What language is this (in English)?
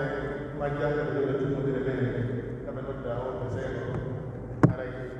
Pular